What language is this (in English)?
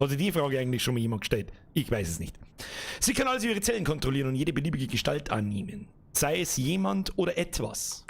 Bavarian